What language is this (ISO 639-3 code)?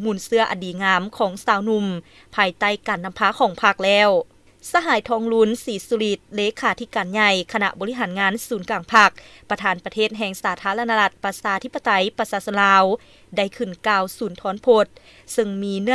lao